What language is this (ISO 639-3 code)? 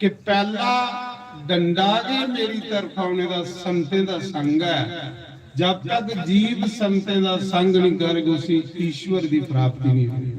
doi